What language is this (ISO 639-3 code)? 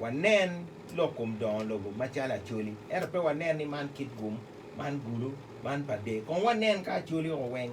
ach